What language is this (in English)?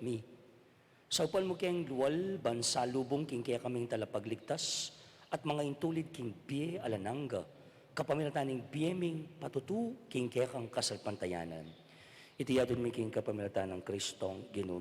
Pampanga